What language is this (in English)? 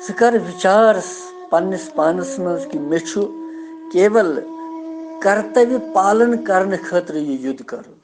Kashmiri